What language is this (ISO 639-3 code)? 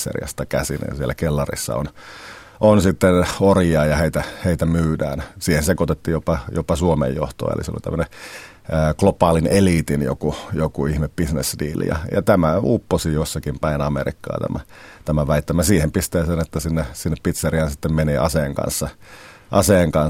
fin